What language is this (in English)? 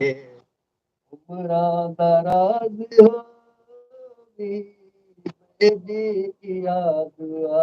Saraiki